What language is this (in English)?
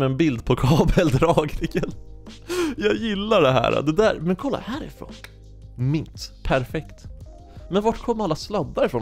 Swedish